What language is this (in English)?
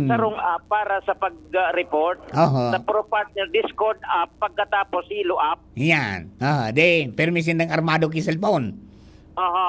Bikol